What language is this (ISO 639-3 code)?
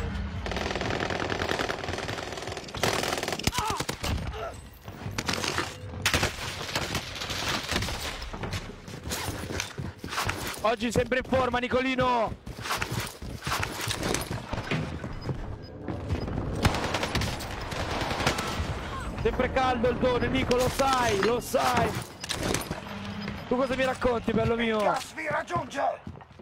ita